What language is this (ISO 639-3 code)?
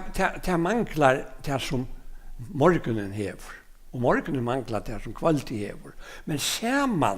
fao